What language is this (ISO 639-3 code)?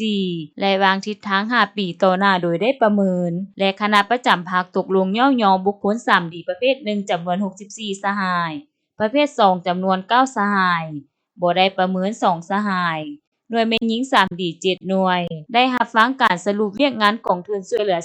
lao